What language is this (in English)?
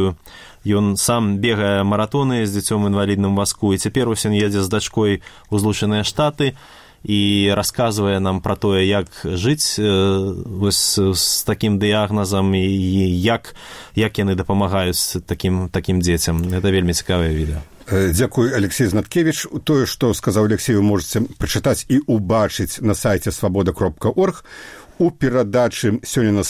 Belarusian